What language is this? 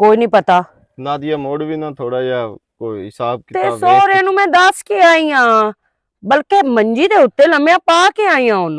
Western Panjabi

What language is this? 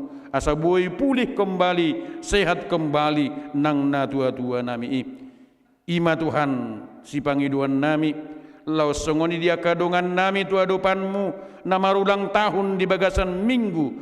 Batak Toba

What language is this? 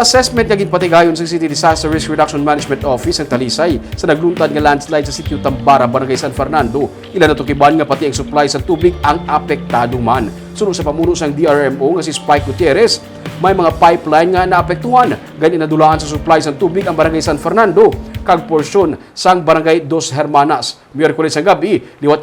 Hiligaynon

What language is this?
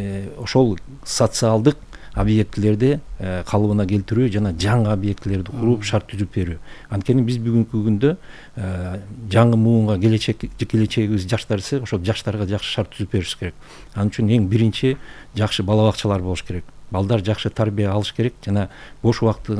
Kyrgyz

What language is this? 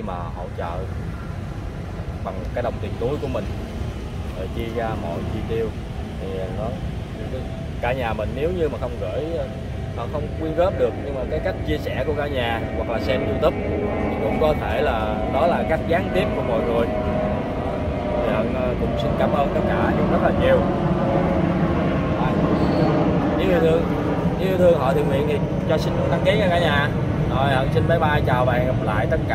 Vietnamese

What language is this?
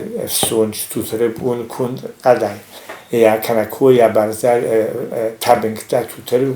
Ossetic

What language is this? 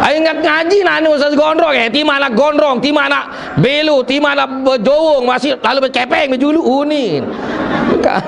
Sasak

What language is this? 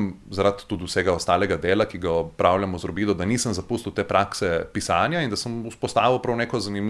Slovenian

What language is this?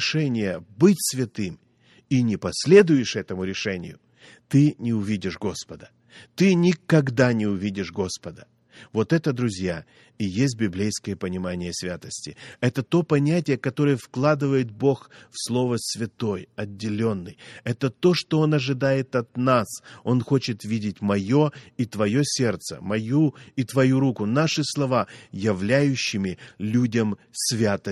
Russian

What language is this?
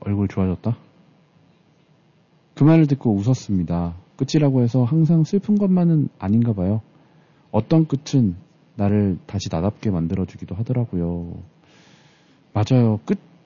Korean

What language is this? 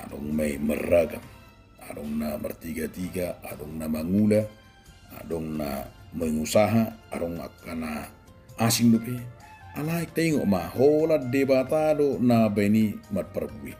Batak Toba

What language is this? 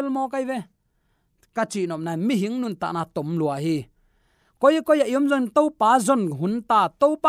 Tedim Chin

